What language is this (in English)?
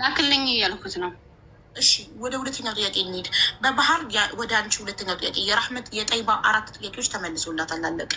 Amharic